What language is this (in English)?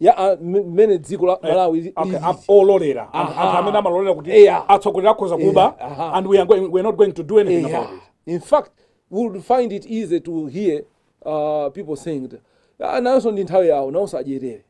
Nyanja